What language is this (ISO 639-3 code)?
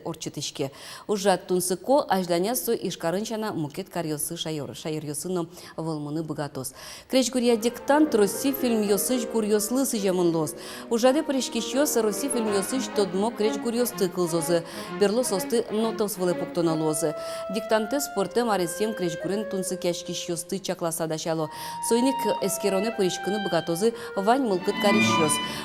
udm